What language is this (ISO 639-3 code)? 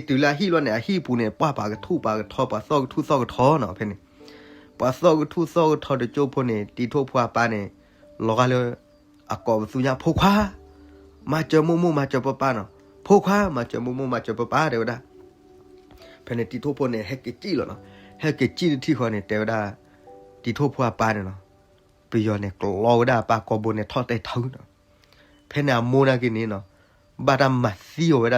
ksw